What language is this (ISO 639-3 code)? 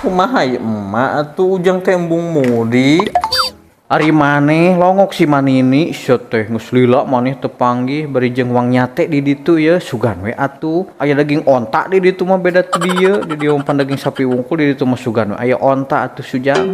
sun